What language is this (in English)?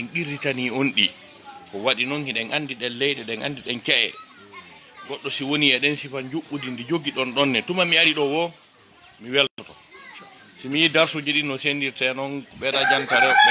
Fula